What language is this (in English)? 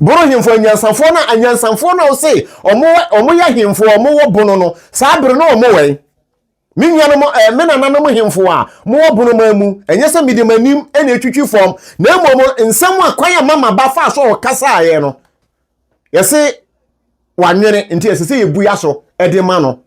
Akan